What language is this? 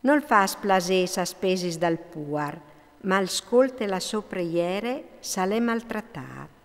Friulian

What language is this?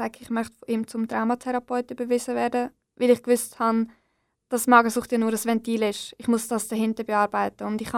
German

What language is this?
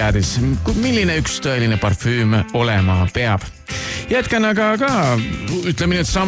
Estonian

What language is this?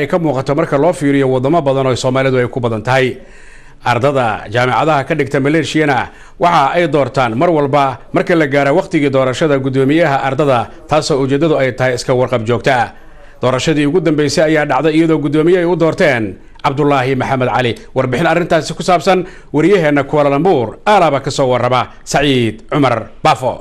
Somali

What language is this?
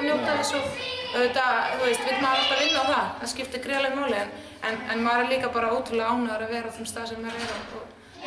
Icelandic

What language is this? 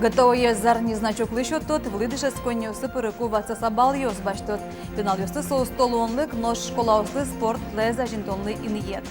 Udmurt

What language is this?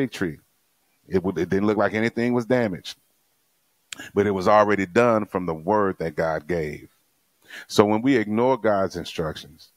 English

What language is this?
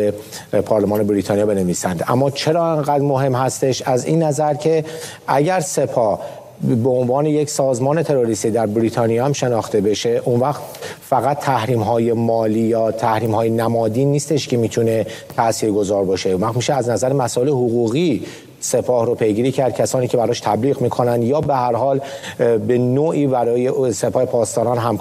Persian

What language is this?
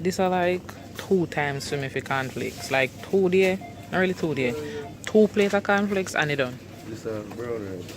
Jamaican Creole English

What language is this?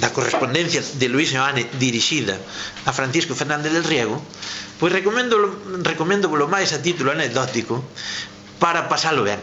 Galician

